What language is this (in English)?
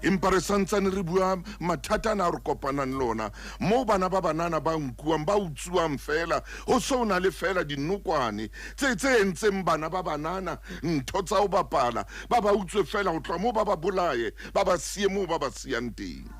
Southern Sotho